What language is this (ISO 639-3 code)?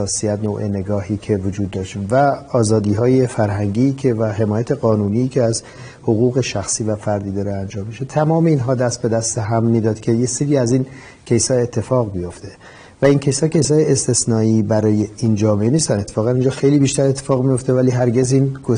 fas